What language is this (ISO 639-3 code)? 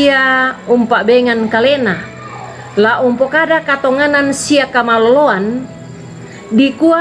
sda